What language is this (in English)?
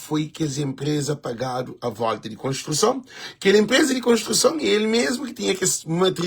Kabuverdianu